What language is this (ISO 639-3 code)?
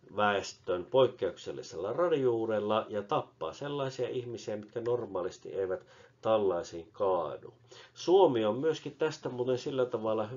fin